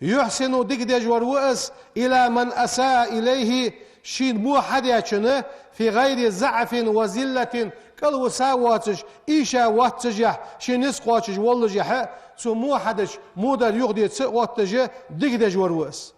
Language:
Ingush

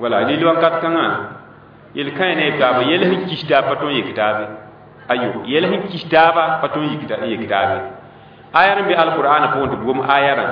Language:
Mossi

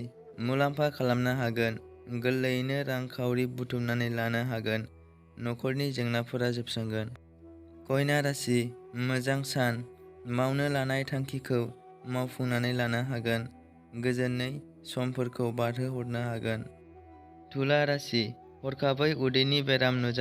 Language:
Bodo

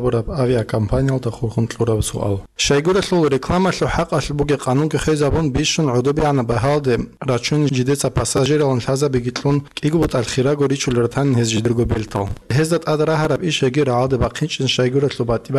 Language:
Avaric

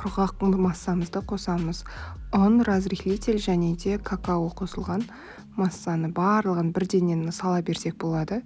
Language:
Kazakh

